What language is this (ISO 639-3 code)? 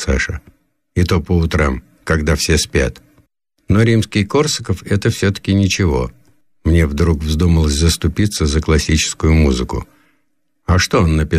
rus